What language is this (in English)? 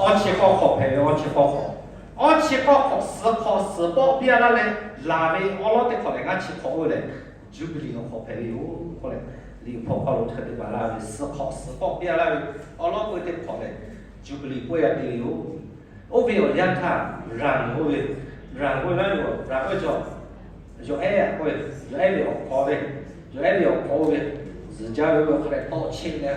Lahu